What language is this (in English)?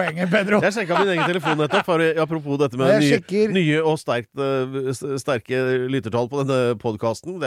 Norwegian